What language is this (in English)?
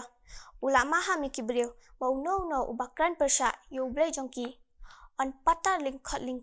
Khasi